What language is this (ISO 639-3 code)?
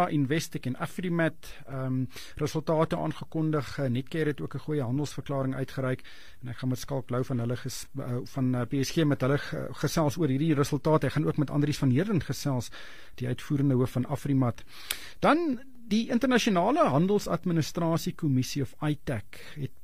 afr